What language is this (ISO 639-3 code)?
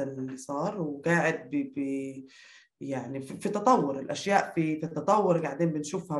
apc